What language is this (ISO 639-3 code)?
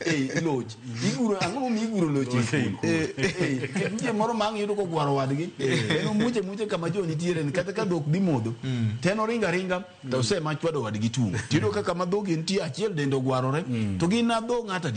luo